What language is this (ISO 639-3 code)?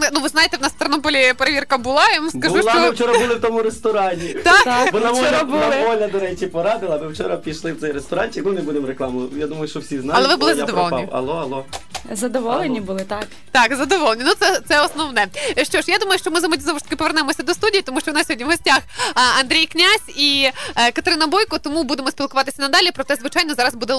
ukr